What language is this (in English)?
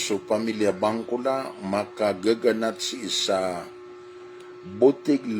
Maranao